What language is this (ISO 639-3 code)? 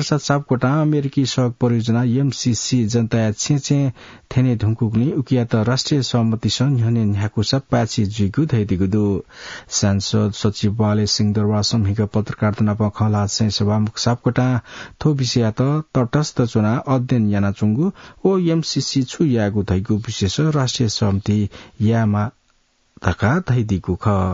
new